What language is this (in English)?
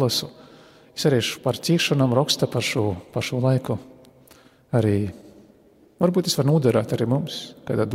Latvian